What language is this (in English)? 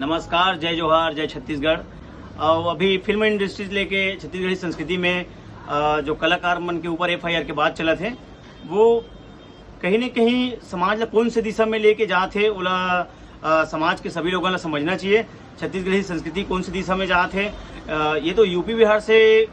Chhattisgarhi